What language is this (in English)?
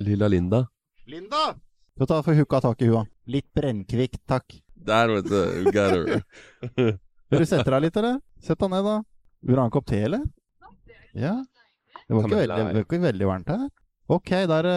Norwegian